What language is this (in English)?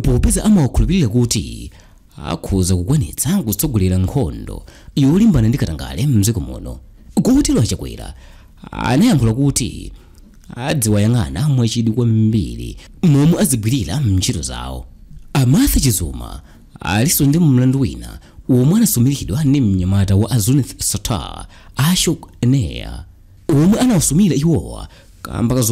Nyanja